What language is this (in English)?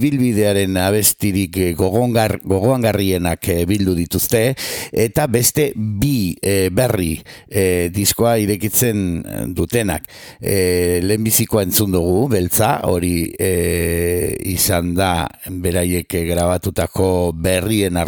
Basque